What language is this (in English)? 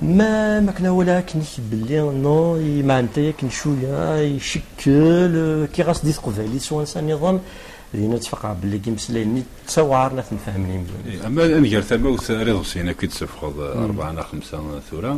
Kabyle